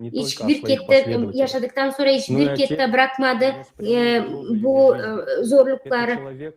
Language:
Gagauz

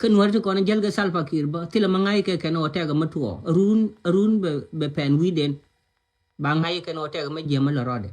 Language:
Nuer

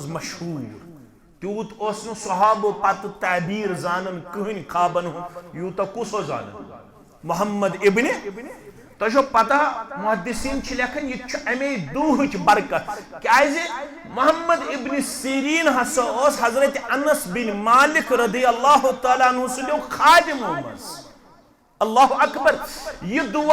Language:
Kashmiri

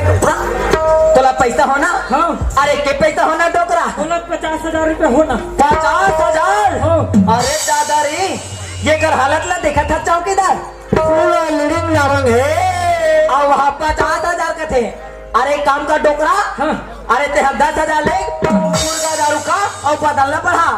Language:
Chhattisgarhi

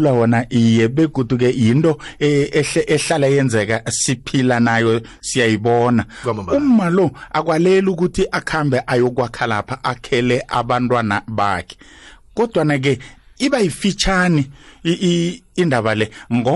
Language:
South Ndebele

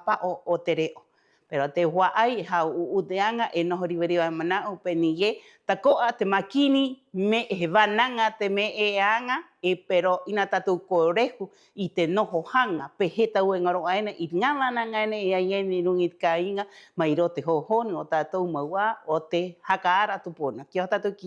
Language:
Rapanui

